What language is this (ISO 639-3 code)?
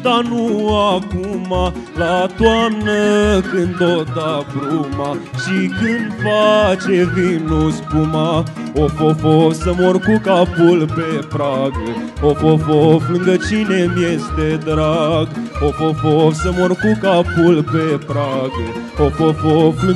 ron